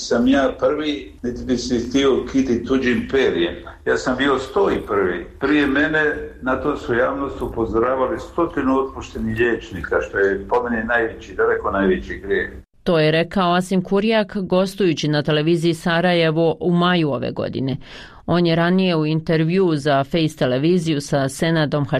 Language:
Bosnian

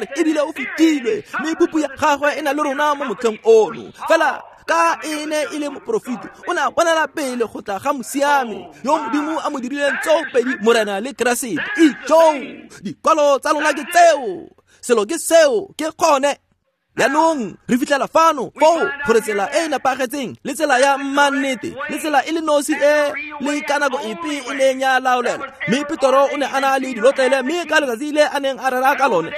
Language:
Tswana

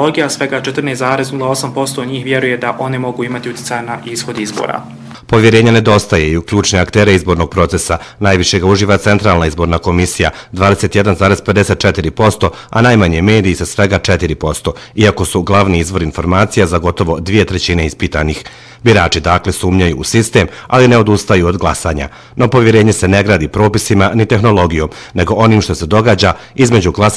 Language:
Bosnian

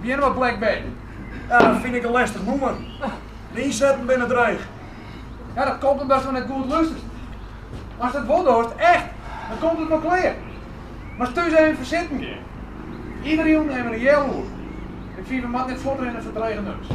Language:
Western Frisian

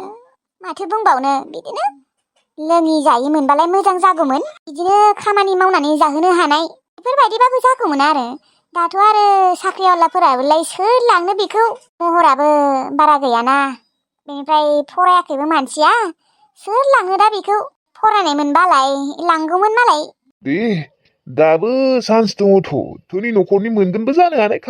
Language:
Bodo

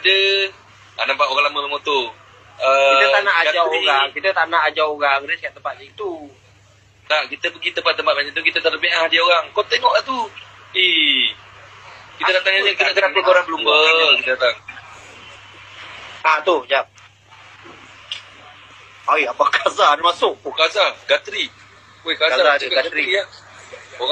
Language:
Malay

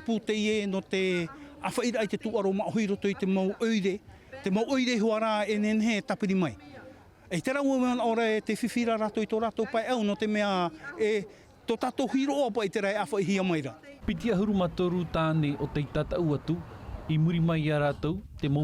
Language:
Tahitian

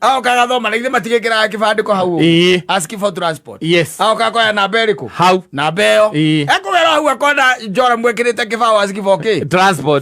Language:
Kikuyu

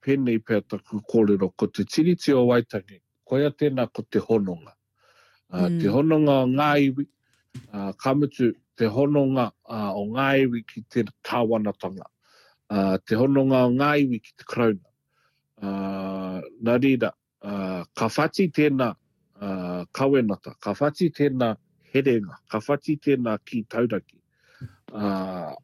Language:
Māori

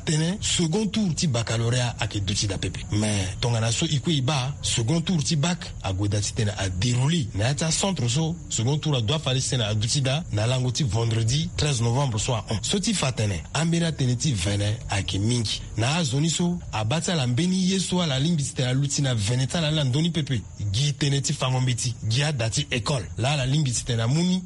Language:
Sango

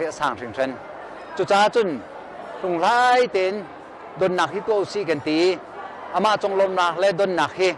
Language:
Hakha Chin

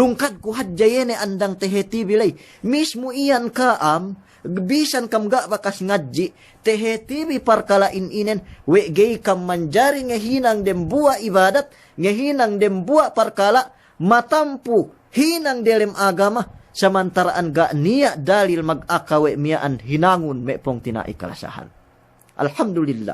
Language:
Yakan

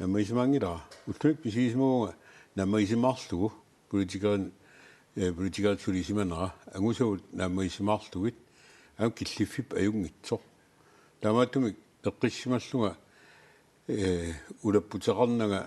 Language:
Kalaallisut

